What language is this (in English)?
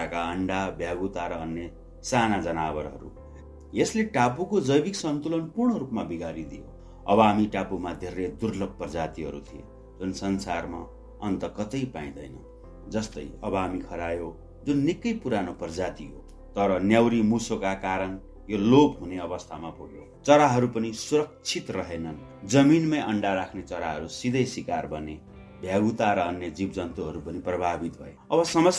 Nepali